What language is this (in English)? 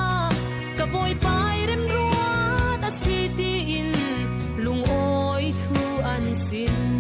Falam Chin